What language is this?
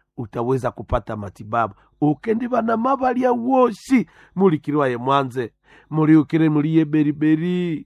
Nande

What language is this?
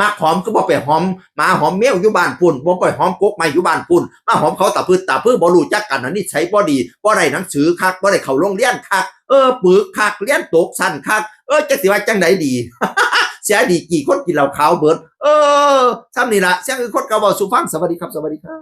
Northeastern Thai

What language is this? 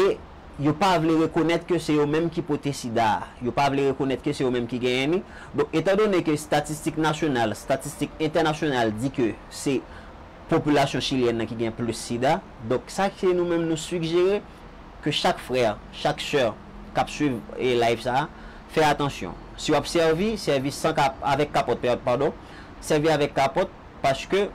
Haitian Creole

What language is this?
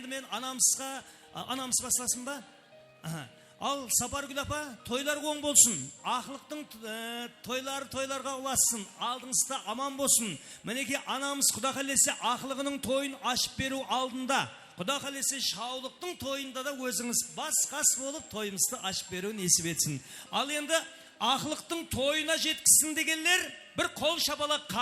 Kara-Kalpak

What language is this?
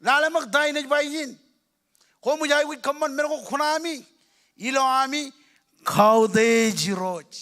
Marshallese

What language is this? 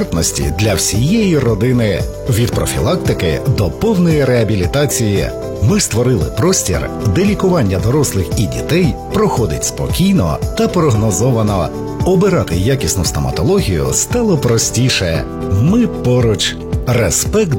Ukrainian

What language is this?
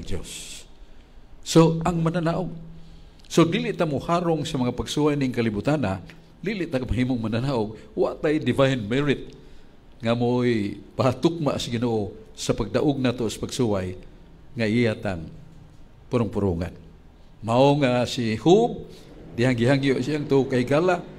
Cebuano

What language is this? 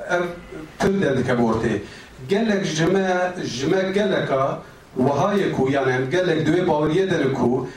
Kurdish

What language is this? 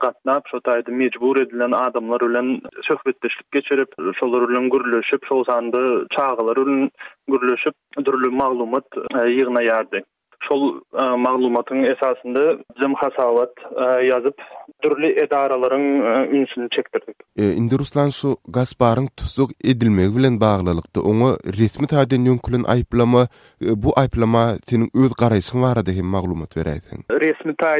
Turkmen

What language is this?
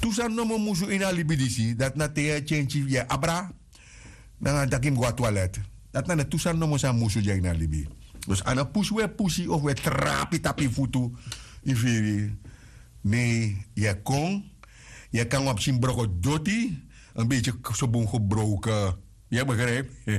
Sranan Tongo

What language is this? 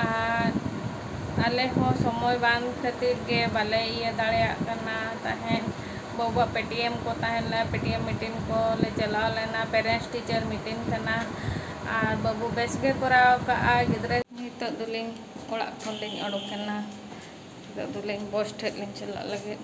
Santali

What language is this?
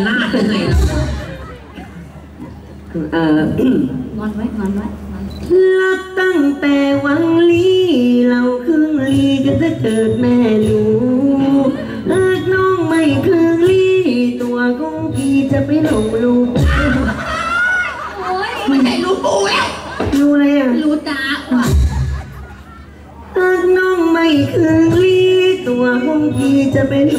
Thai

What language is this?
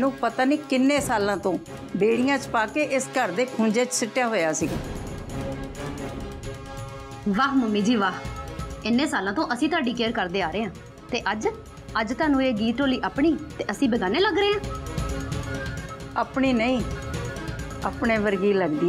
Punjabi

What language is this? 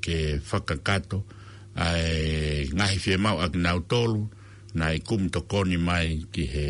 Tongan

